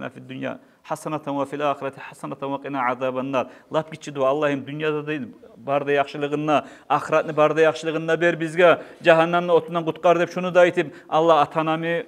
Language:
Kumyk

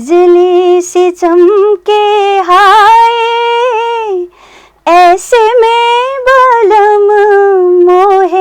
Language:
Newari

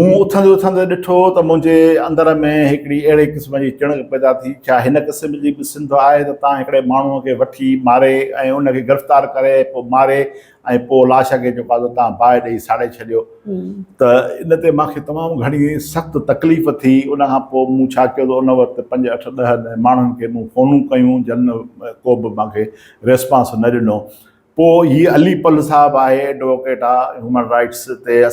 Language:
Sindhi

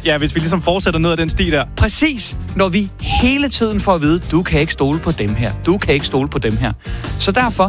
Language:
Danish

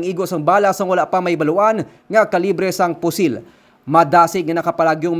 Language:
Hiligaynon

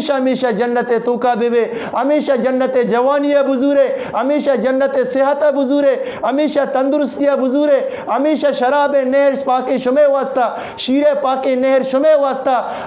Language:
Eastern Balochi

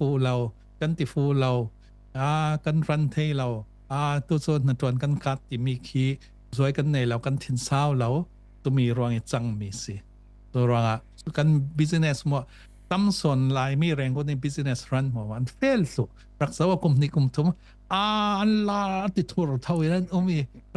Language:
Falam Chin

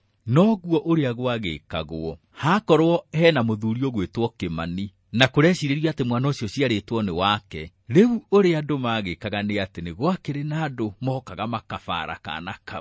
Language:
Kikuyu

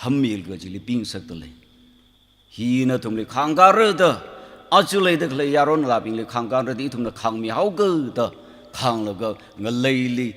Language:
Tangkhul Naga (India)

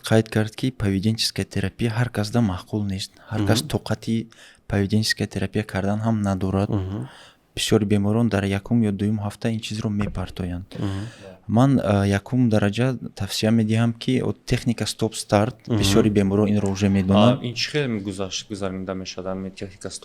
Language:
Tajik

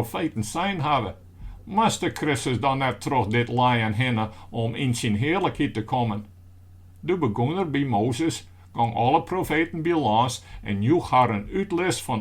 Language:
Western Frisian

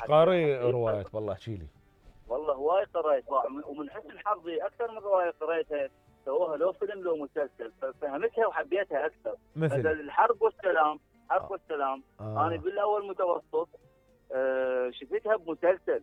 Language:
Mesopotamian Arabic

